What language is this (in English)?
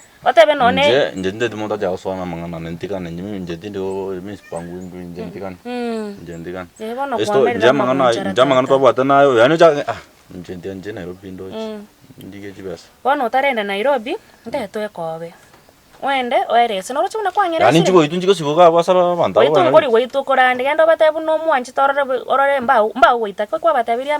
Gusii